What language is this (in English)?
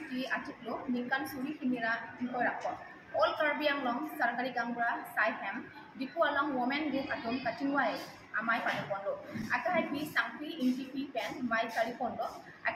Karbi